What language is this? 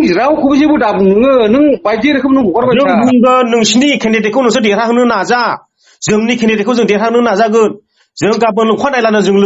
Bodo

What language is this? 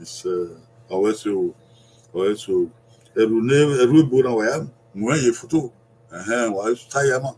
Bini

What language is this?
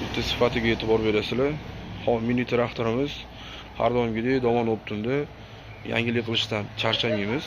Uzbek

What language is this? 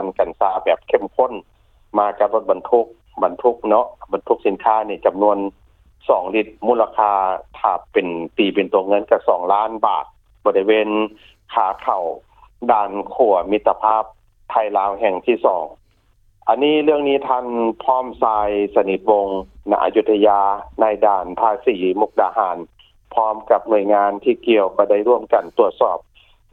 Lao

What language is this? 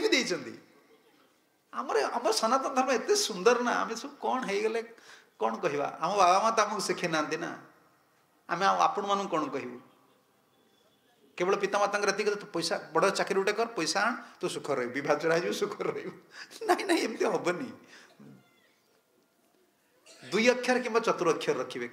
Odia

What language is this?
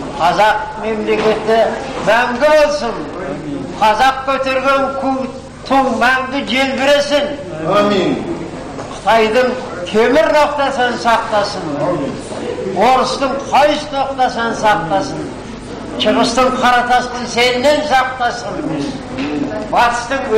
Kazakh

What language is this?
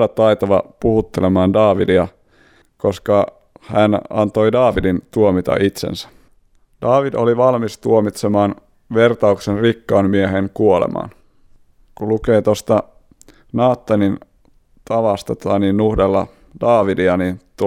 Finnish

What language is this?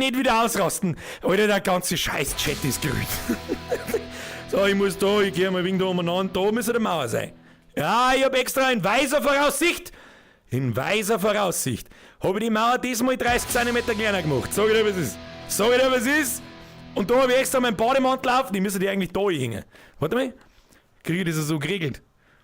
Bavarian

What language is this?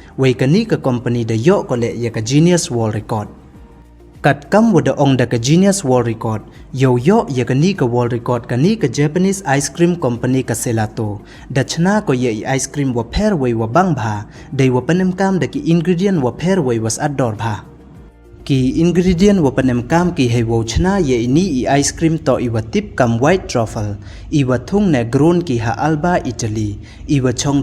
Pnar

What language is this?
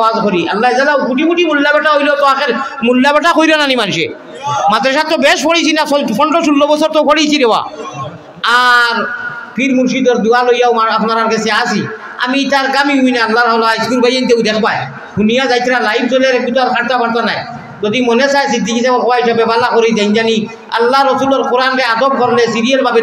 Sylheti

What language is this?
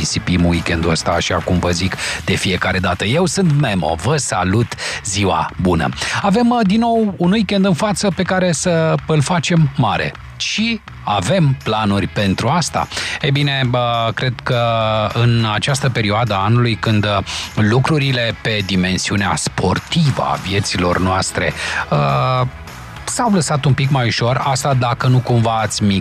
Romanian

